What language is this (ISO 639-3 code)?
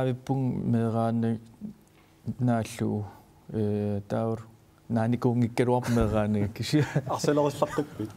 kal